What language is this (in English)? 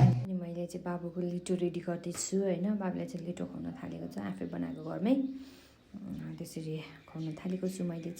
Nepali